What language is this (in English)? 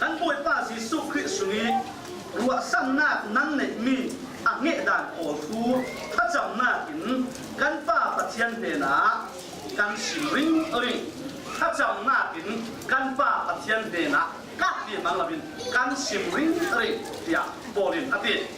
Falam Chin